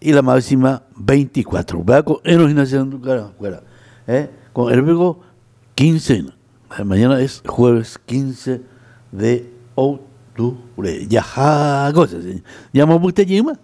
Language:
Guarani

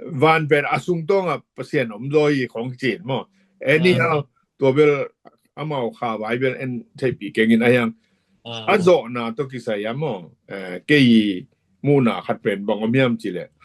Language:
Tedim Chin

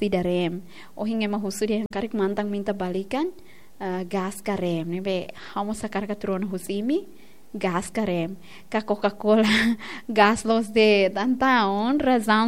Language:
Tetum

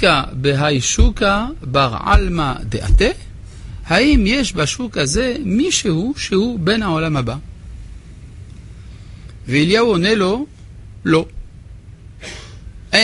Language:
Hebrew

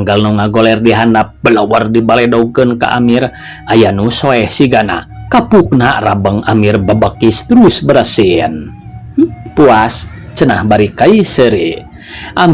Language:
Sundanese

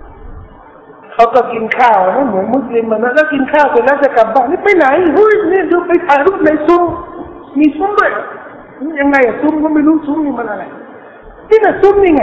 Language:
Thai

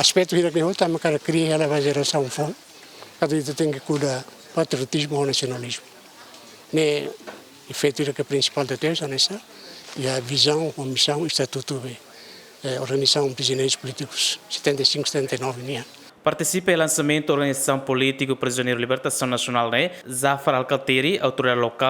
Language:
Tetum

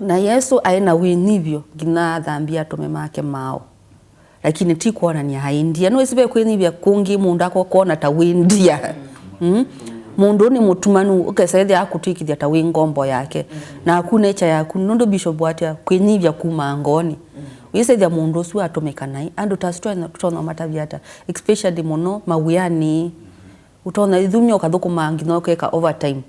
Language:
Kamba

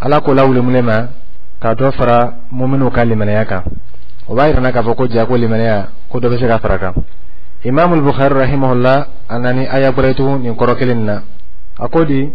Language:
Dyula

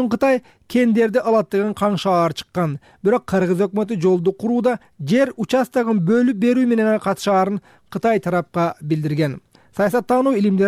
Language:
Kyrgyz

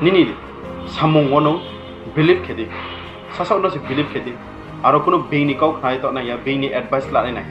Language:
Riang (India)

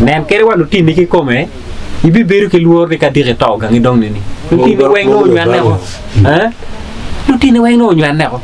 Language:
Acoli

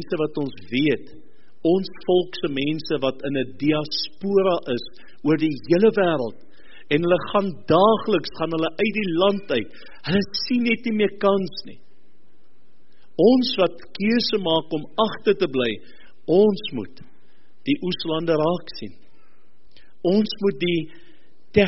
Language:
Afrikaans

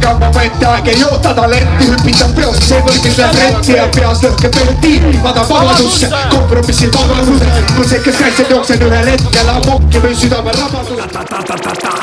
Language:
Estonian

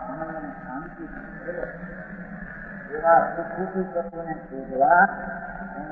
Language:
Gujarati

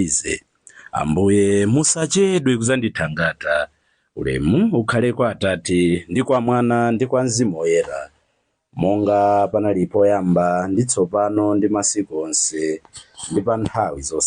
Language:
Nyanja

